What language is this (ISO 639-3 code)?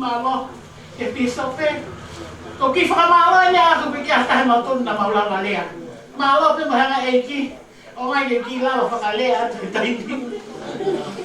ton